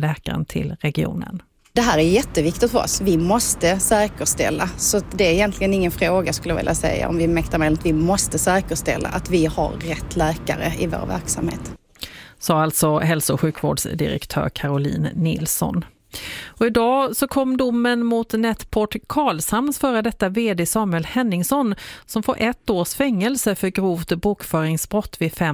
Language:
Swedish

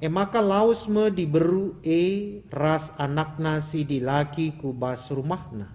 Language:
Batak Karo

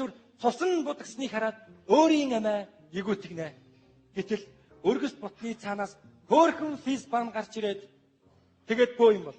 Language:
Mongolian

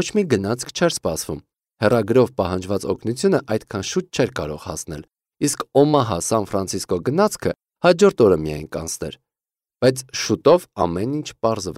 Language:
Armenian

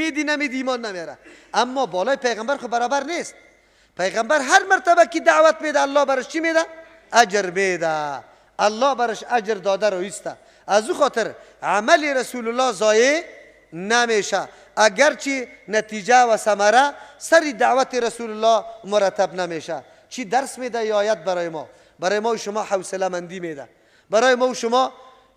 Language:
Persian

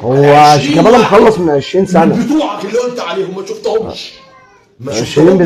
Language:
Egyptian Arabic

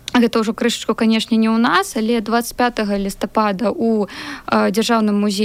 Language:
Belarusian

